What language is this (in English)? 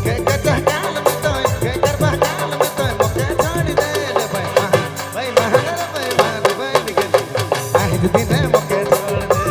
Sadri